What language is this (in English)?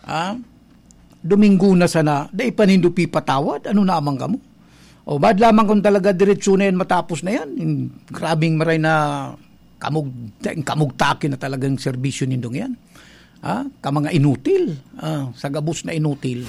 Bikol